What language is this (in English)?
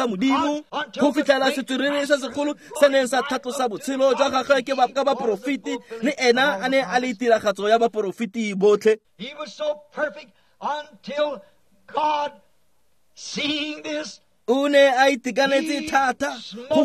Tswana